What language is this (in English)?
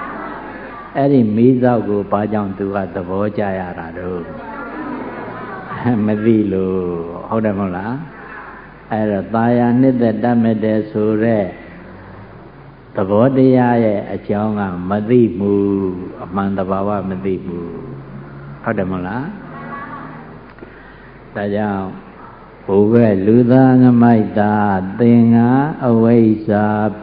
Burmese